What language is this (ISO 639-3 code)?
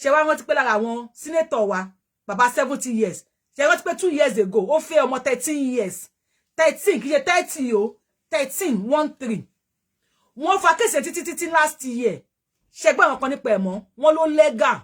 yor